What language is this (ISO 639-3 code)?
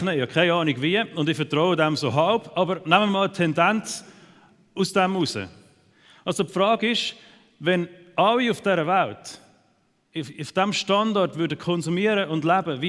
gsw